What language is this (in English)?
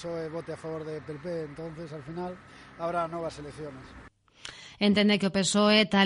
Galician